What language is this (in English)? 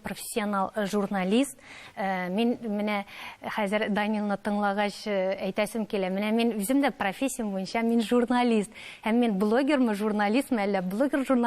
Tatar